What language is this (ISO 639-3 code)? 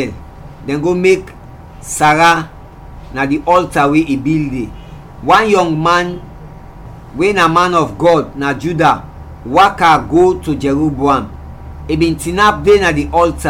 kri